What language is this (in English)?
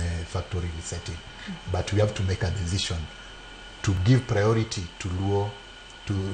Luo (Kenya and Tanzania)